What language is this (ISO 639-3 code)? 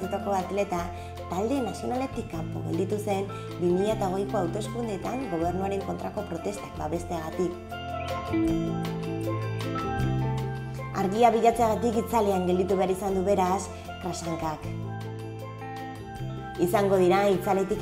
eus